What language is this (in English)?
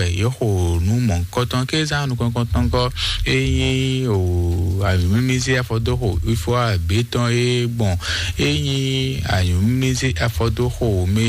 Fon